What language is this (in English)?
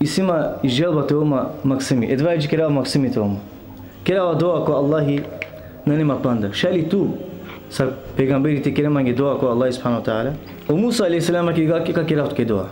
Balkan Romani